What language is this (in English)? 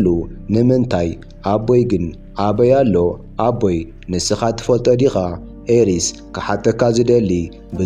Tigrinya